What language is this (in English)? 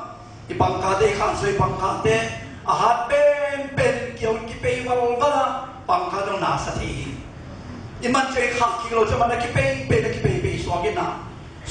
Tedim Chin